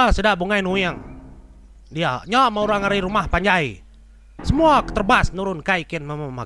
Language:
Iban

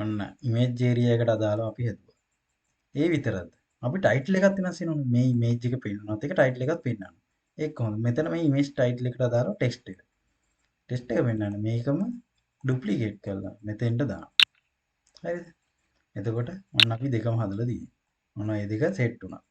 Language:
Sinhala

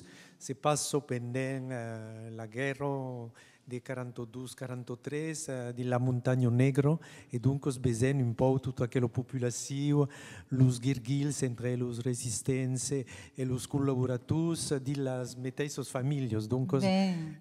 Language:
Occitan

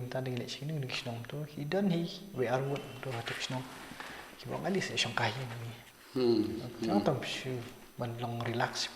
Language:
Khasi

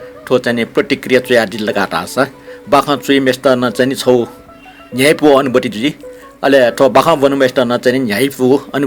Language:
Newari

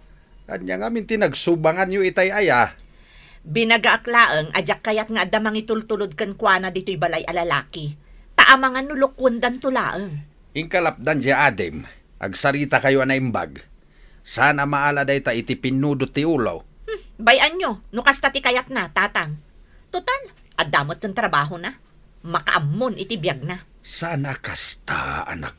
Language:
Iloko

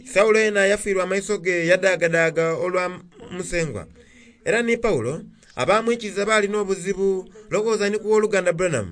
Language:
Soga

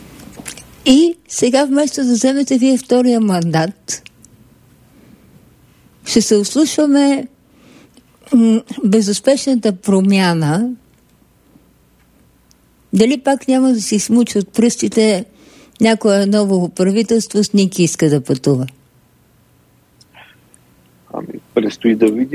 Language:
Bulgarian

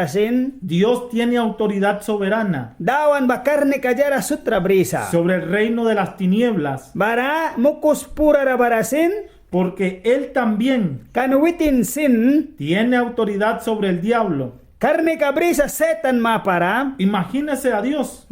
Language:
Mískito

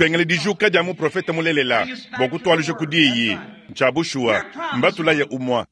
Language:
Luba-Lulua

